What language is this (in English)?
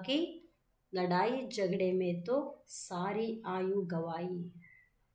Kannada